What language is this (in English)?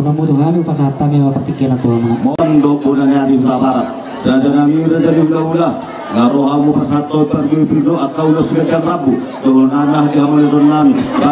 Batak Toba